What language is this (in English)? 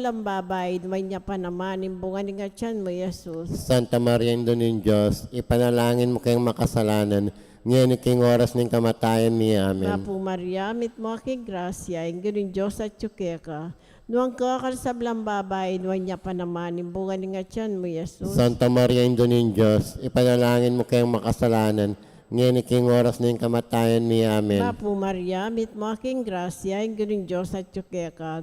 Pampanga